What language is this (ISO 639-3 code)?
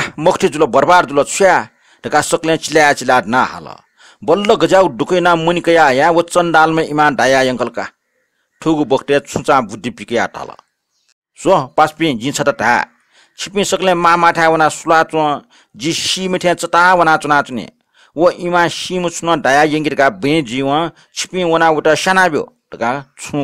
new